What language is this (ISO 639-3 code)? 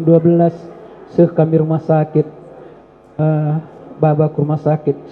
btx